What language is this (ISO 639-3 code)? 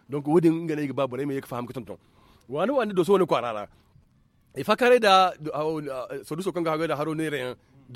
dje